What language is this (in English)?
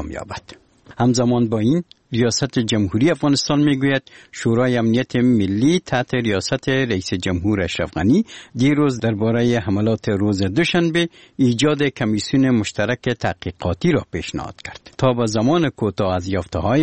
Persian